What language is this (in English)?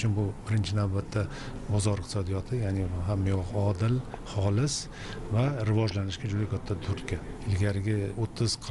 Uzbek